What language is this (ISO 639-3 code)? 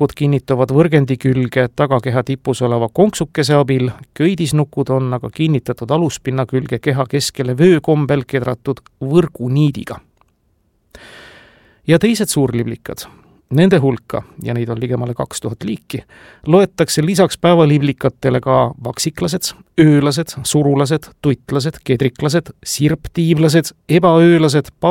est